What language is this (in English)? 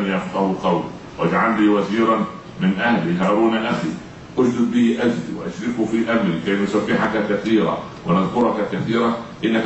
Egyptian Arabic